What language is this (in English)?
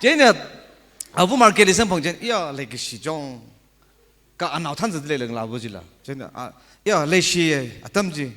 Tangkhul Naga (India)